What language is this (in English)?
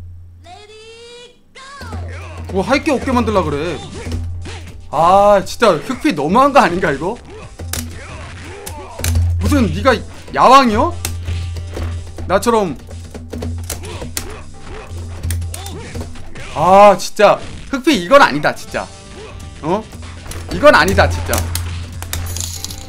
Korean